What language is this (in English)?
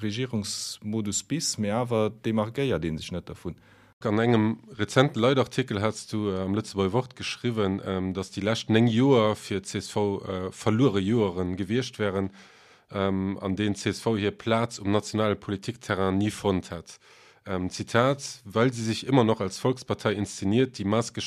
Luxembourgish